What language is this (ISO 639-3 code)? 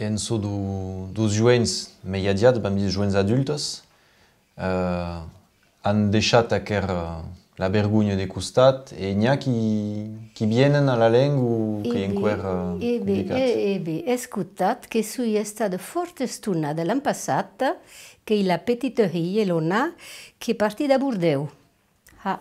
oci